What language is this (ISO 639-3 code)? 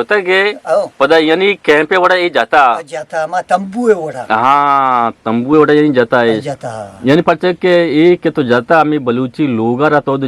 bgp